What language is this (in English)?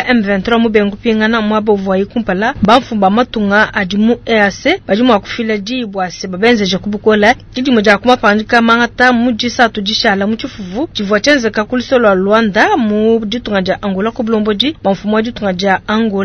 Luba-Lulua